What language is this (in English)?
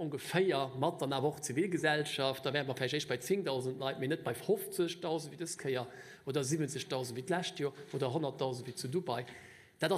Luxembourgish